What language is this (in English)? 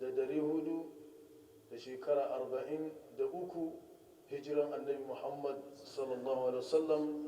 Hausa